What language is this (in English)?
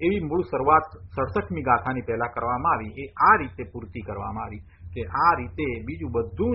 Gujarati